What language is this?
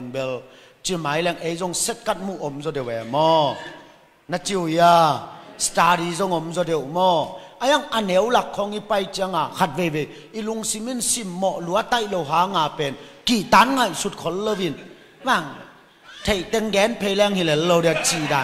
Tedim Chin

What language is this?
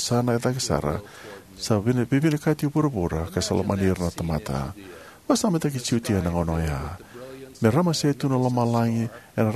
Fijian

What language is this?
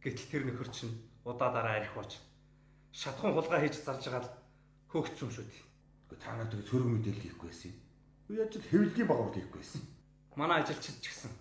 Mongolian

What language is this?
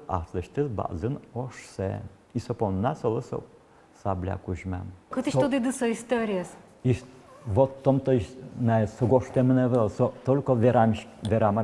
Udmurt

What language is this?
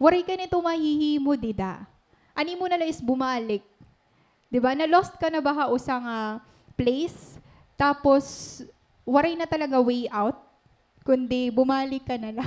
Waray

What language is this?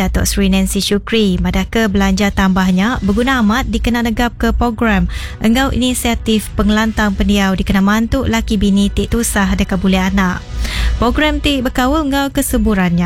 Iban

